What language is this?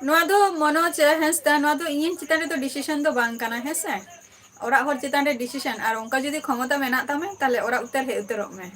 Santali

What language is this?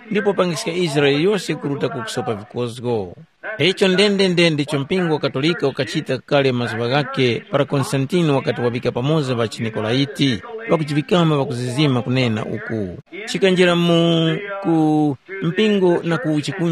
Tumbuka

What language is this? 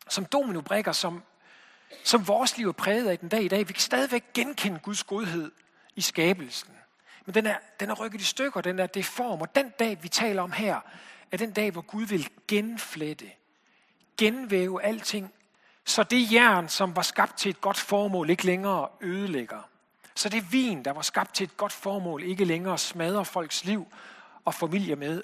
Danish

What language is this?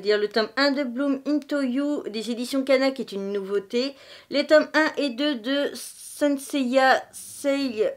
French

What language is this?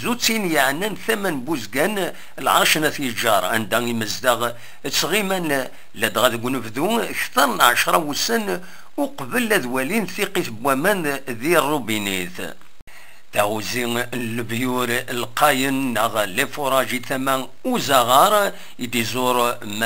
Kabyle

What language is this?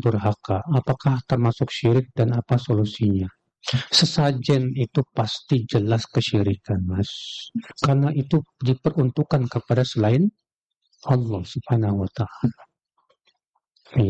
Indonesian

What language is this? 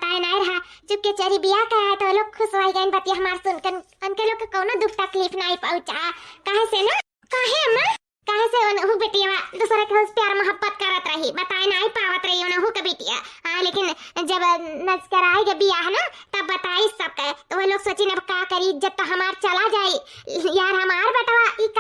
Awadhi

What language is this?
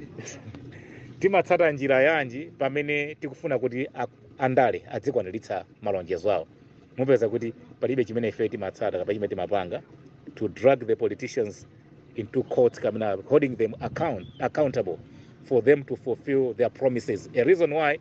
Nyanja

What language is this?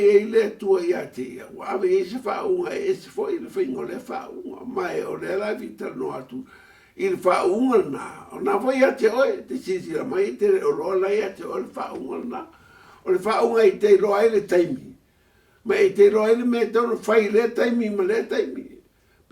Samoan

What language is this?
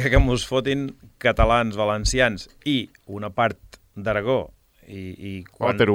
Catalan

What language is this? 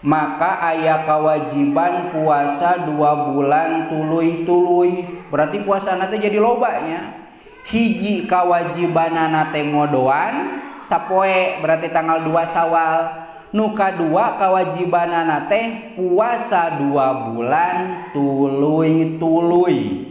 Sundanese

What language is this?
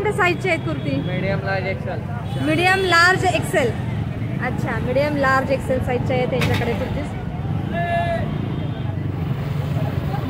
Marathi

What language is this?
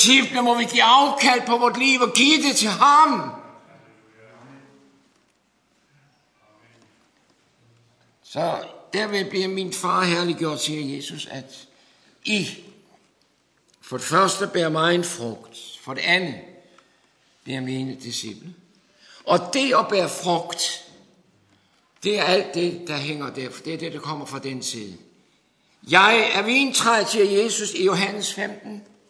Danish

